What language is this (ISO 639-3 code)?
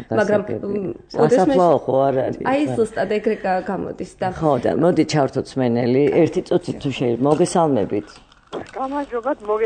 kat